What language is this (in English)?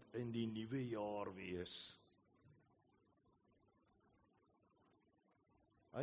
Afrikaans